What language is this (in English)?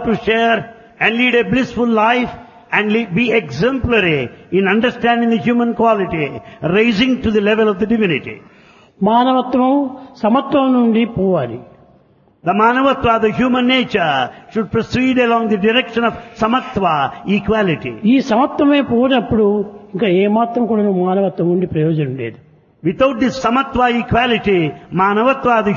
Telugu